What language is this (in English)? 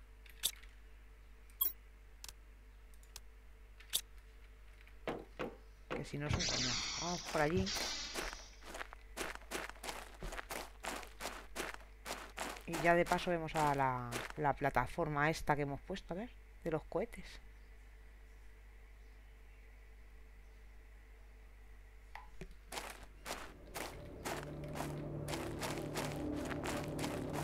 Spanish